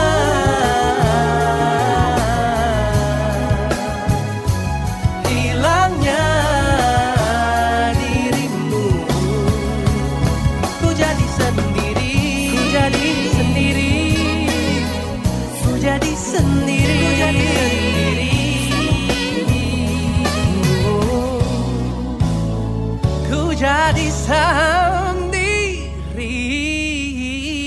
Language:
Indonesian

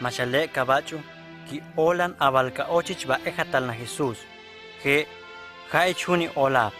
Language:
Huastec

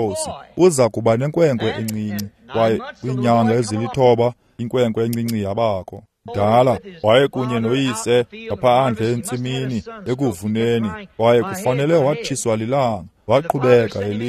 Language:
Xhosa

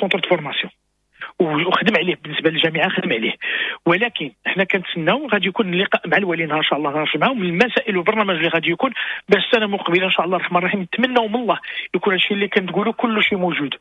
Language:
Moroccan Arabic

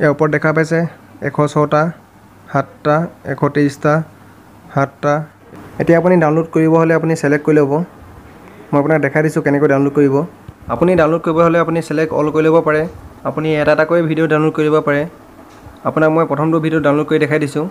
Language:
Assamese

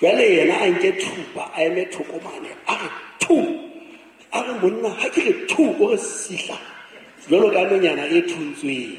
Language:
Southern Sotho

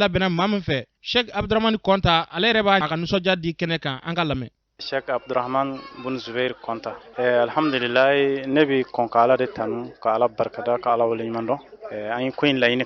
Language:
Bambara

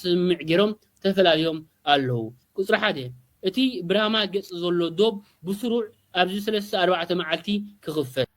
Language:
Tigrinya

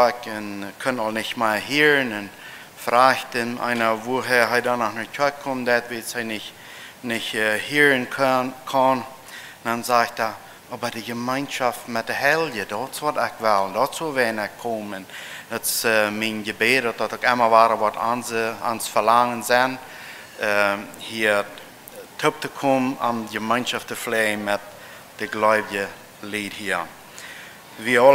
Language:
Plautdietsch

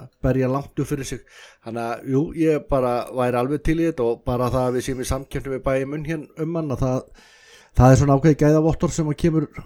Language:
Icelandic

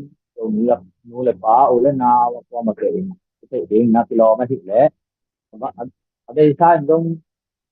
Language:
Tedim Chin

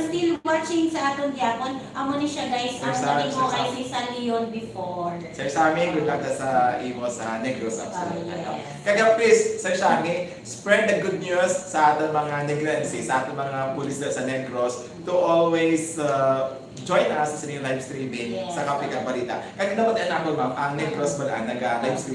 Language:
Hiligaynon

